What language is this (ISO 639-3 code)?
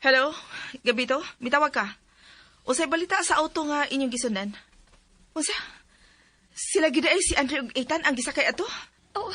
ceb